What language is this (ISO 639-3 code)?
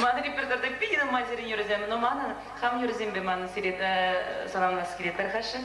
chv